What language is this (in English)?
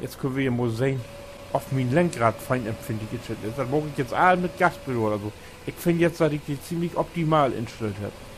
Low German